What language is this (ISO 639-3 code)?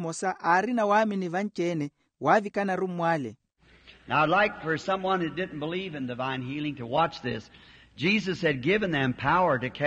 vmw